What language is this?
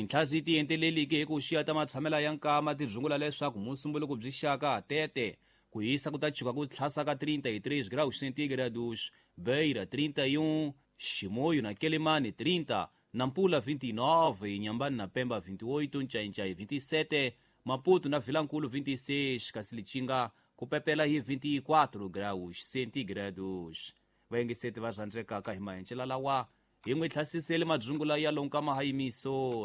Tsonga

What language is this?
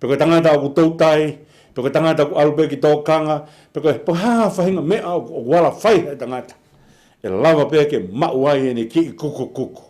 Tongan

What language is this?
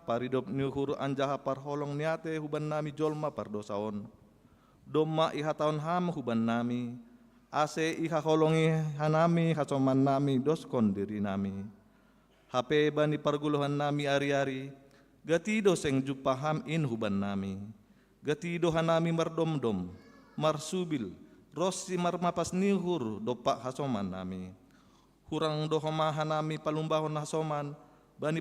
Batak Simalungun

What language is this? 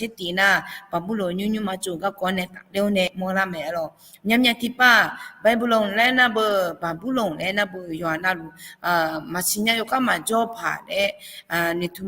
Akha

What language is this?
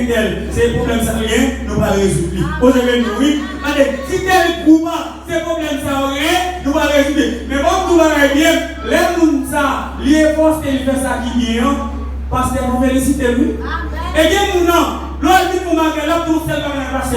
Haitian Creole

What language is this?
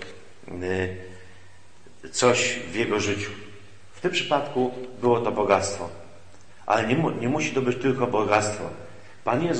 Polish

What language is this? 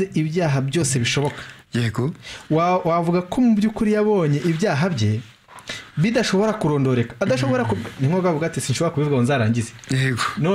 Kinyarwanda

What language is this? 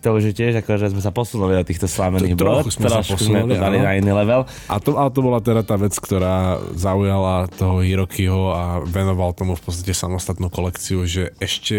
Slovak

